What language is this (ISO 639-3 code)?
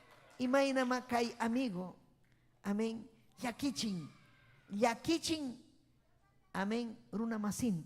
quy